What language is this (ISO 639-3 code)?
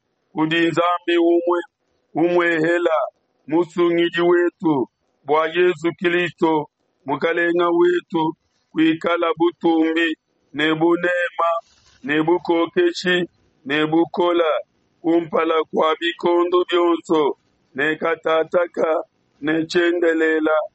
lua